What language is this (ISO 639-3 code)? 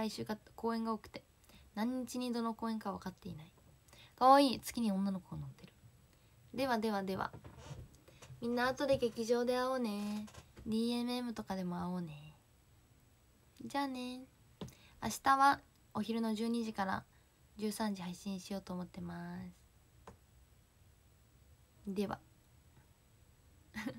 jpn